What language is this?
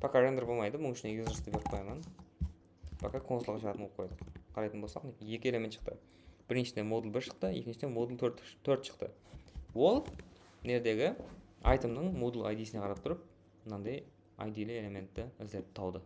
Kara-Kalpak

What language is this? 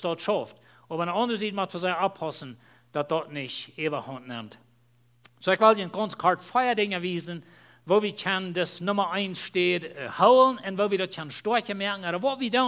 Plautdietsch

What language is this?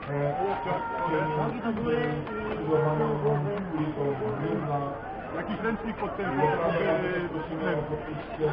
Polish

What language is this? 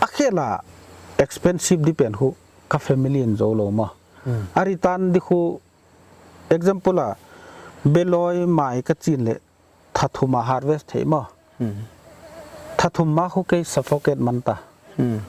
Paite Chin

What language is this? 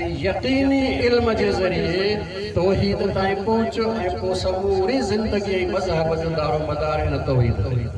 Sindhi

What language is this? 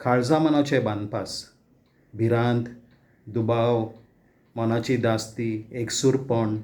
Konkani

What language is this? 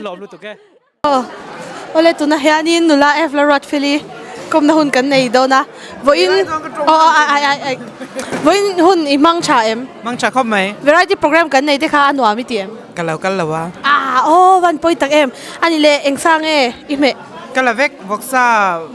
Mizo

